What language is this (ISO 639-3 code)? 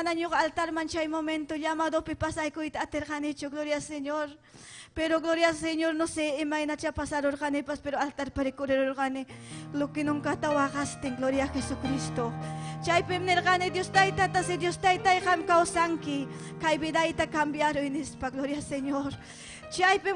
quy